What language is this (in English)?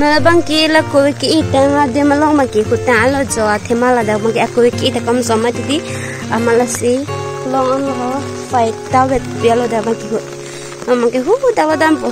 Karbi